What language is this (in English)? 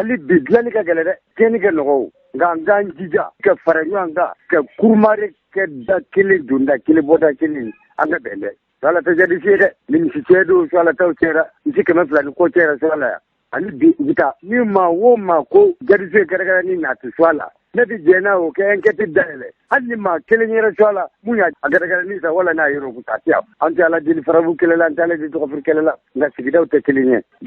Bambara